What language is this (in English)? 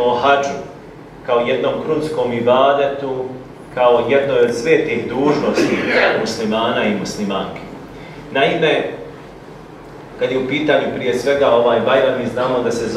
Bosnian